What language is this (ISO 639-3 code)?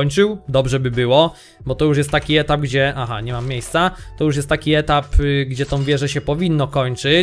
pol